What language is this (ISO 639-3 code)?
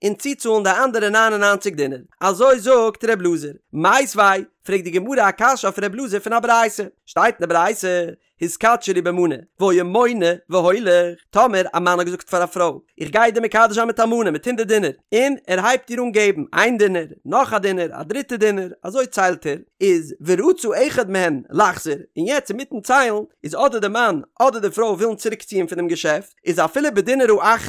yid